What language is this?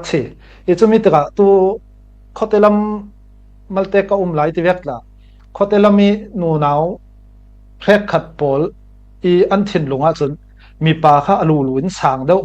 Falam Chin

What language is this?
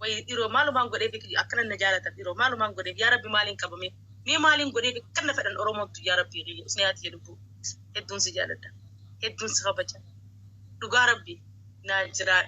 Oromo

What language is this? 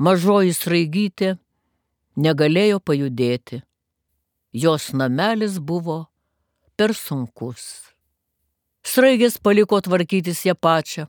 Lithuanian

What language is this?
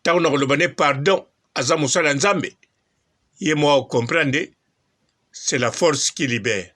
Lingala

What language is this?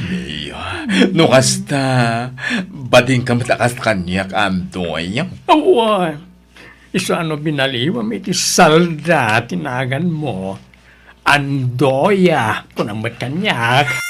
Iloko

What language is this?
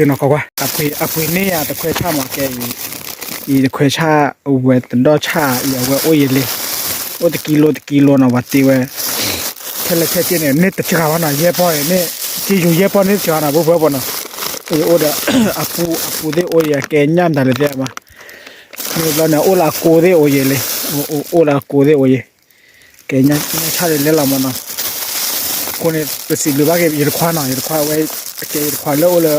S'gaw Karen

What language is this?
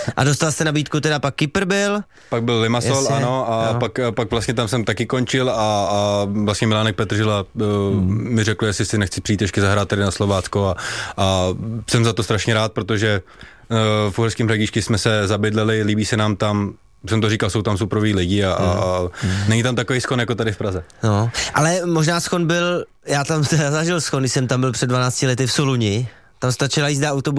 Czech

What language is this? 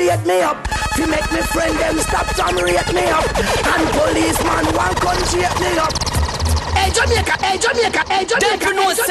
Jamaican Creole English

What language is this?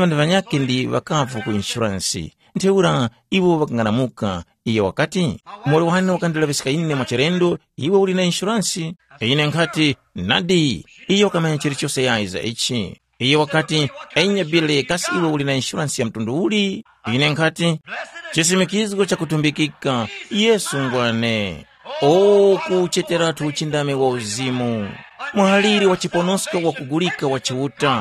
Tumbuka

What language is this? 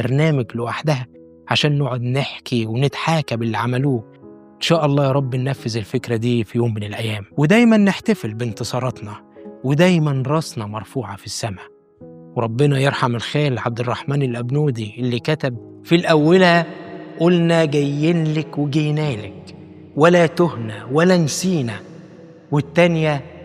Egyptian Arabic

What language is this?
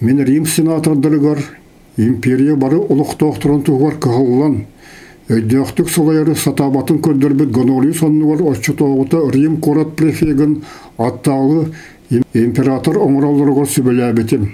Yakut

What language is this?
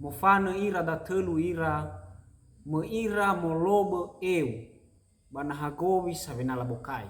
Nias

